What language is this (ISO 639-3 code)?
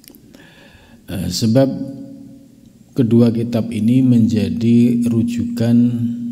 ind